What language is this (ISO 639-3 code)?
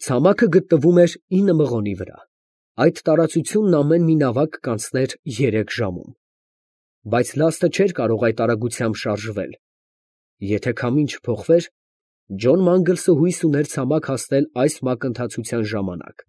hye